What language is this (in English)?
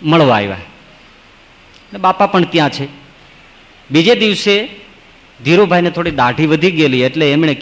Gujarati